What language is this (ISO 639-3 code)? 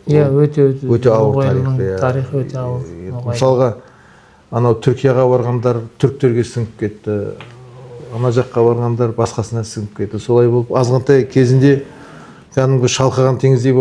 kaz